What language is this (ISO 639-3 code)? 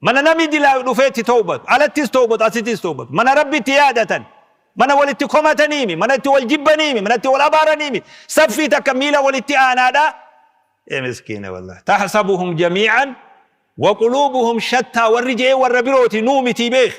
orm